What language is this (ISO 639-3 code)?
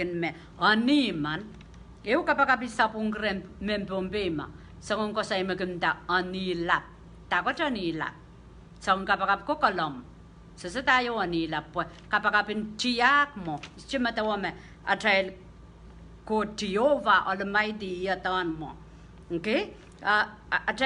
pon